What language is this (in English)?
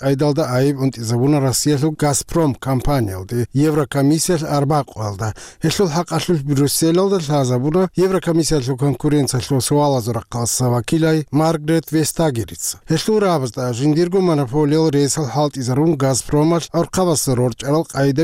Avaric